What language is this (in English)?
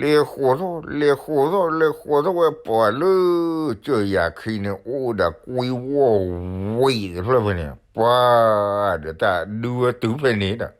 S'gaw Karen